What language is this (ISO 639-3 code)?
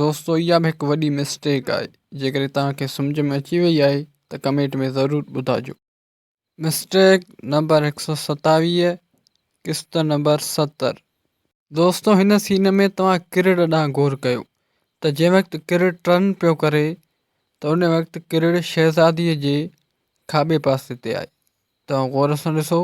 snd